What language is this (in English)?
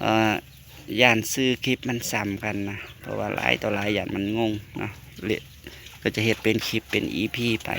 Northeastern Thai